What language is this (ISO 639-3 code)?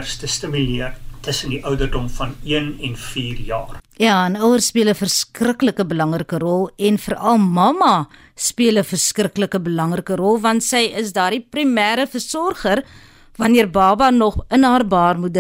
afr